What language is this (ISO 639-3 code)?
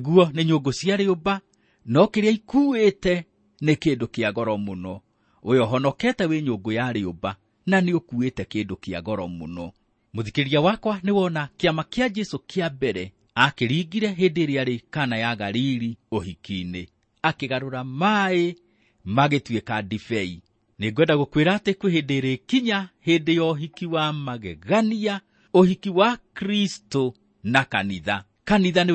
kik